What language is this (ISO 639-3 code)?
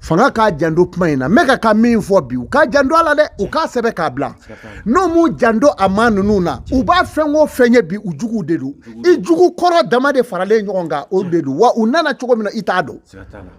bam